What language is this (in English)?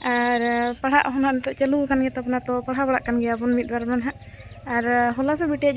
Santali